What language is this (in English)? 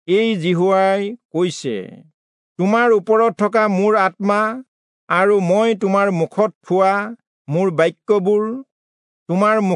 Assamese